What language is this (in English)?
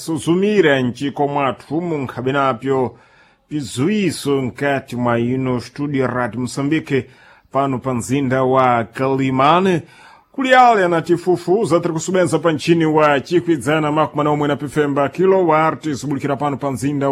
Sena